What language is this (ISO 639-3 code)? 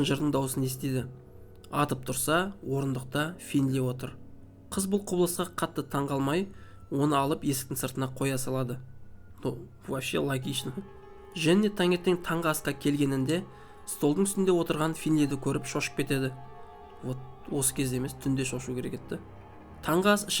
kaz